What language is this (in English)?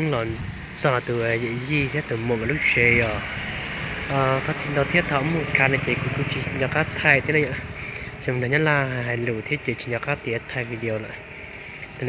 Hmong